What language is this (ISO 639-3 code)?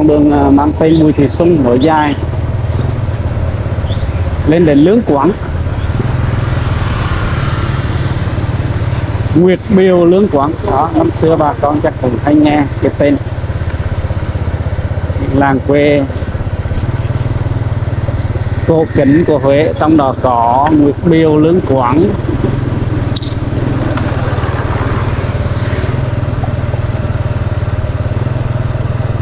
vie